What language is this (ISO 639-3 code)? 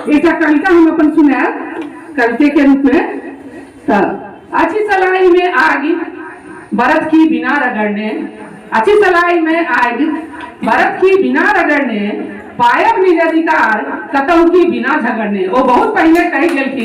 mai